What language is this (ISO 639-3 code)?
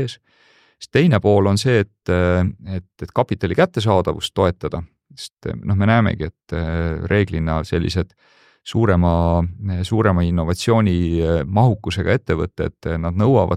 est